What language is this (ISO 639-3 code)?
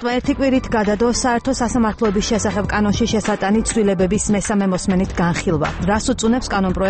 kat